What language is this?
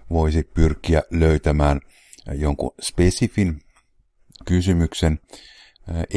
Finnish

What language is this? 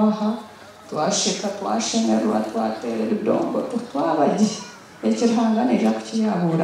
Nyankole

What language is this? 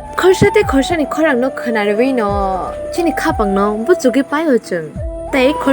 Kok Borok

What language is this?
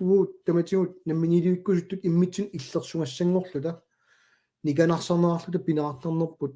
Kalaallisut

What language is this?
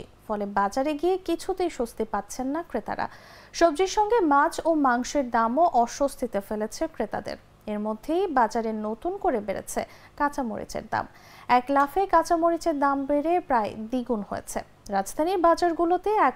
Bangla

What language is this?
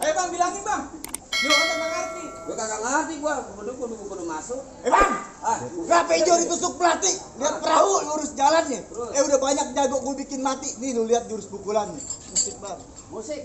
Betawi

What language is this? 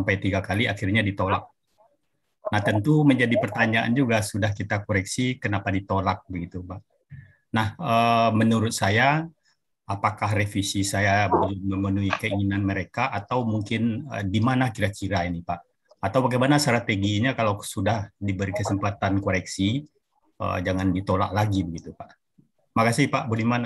Indonesian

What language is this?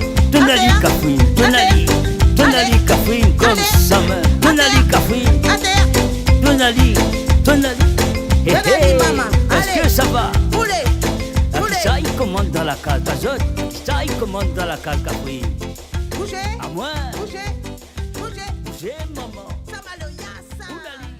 Réunion Creole French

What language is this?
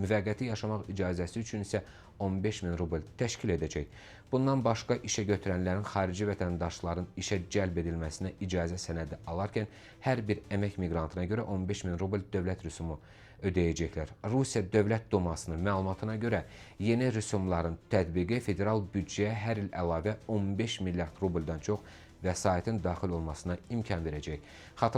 Azerbaijani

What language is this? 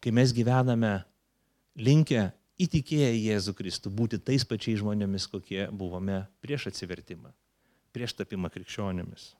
Lithuanian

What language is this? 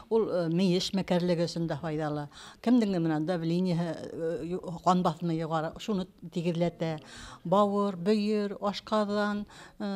Bashkir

